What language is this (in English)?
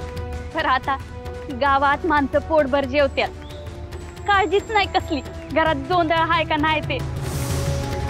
Marathi